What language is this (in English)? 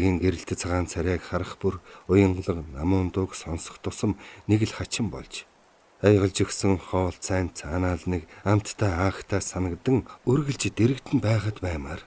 Mongolian